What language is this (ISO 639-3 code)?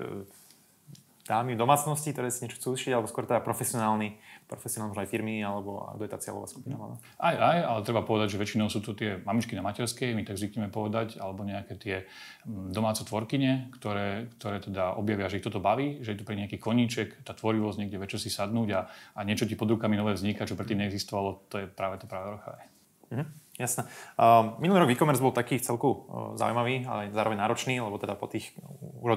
slk